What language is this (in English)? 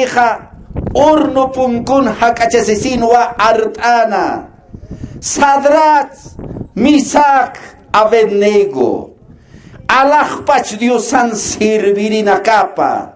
Aymara